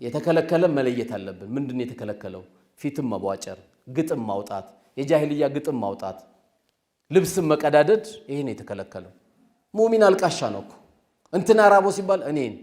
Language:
Amharic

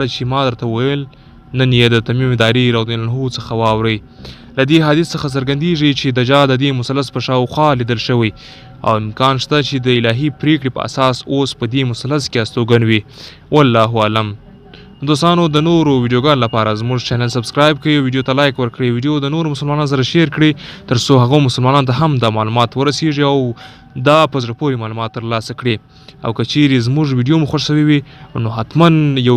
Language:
Pashto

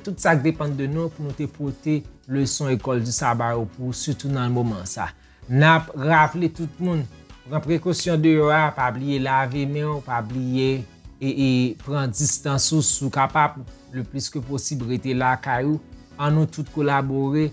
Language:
Haitian Creole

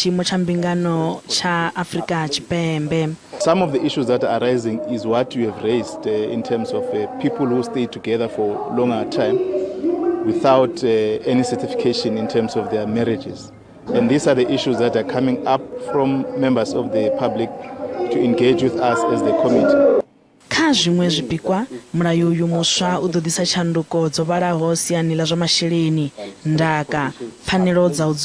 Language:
Venda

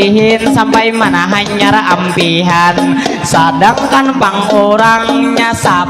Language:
Banjar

